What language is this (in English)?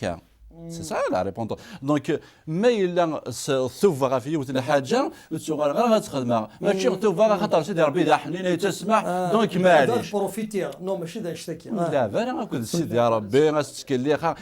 Kabyle